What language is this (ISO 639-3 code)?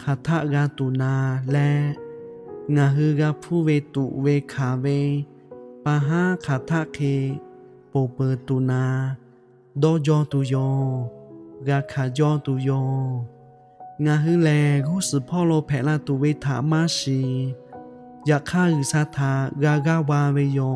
lhu